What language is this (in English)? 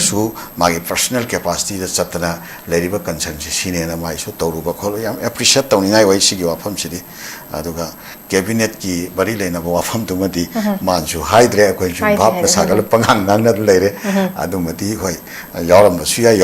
Manipuri